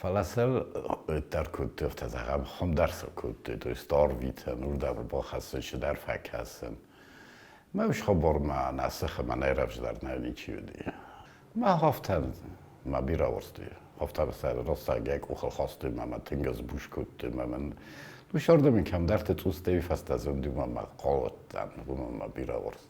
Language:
Ossetic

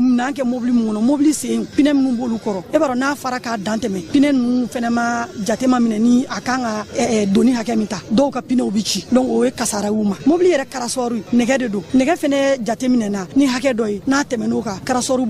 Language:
Bambara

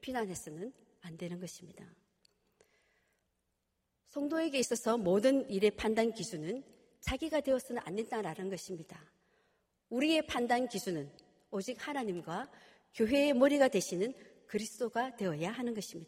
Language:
Korean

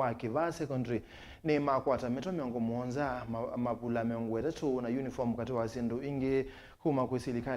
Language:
Kamba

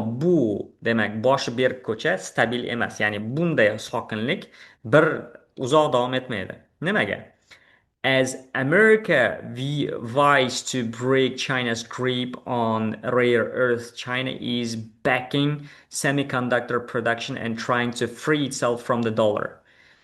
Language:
Uzbek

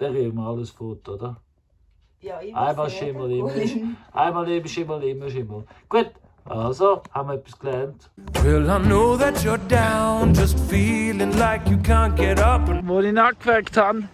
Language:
Swiss German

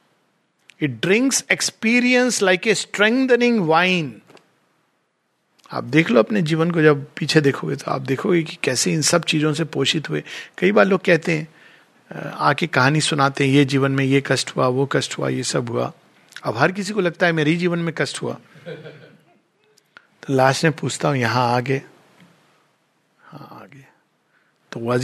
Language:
Hindi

